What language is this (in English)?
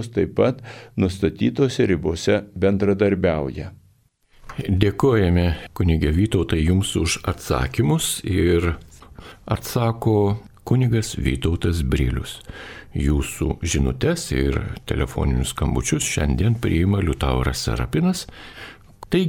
Lithuanian